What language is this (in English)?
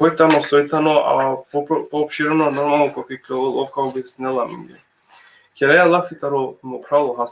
Balkan Romani